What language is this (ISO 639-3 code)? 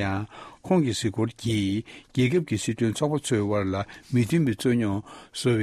bod